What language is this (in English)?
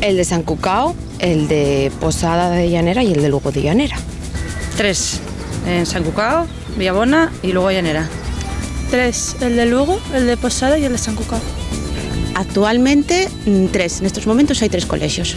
Asturian